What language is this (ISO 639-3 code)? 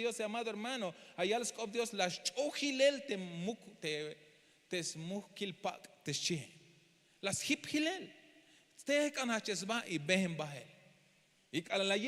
tzh